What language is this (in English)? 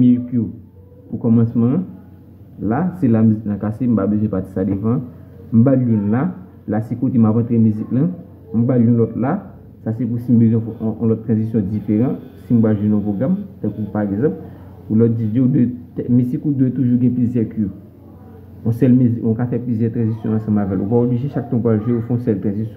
Haitian Creole